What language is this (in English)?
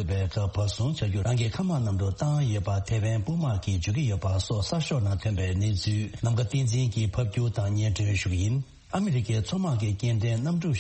Tibetan